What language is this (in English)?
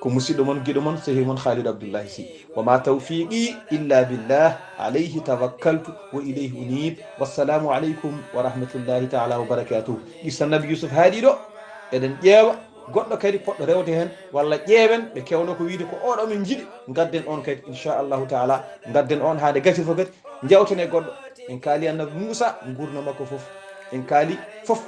Fula